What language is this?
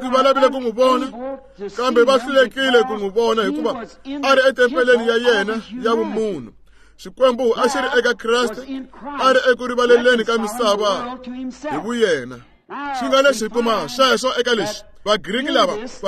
Tsonga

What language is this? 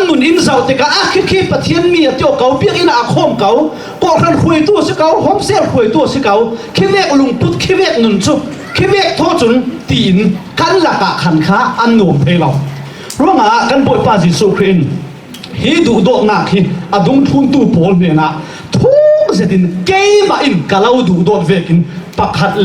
Falam Chin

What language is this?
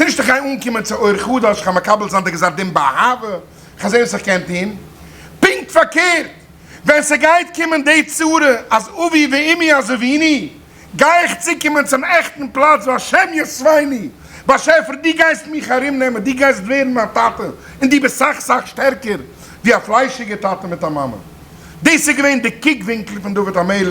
Yiddish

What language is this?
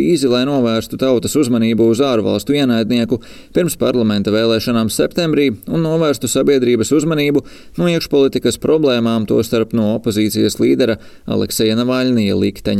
Latvian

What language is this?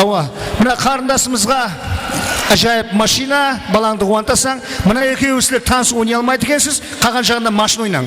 Kara-Kalpak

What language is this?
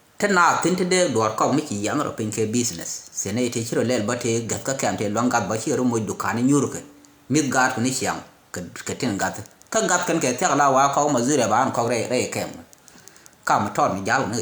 Nuer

